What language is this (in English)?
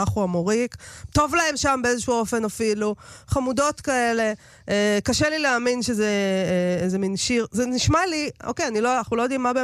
Hebrew